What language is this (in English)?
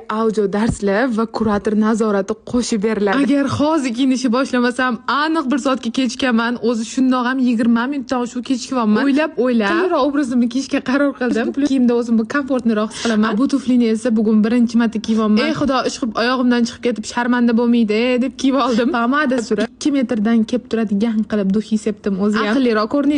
Uzbek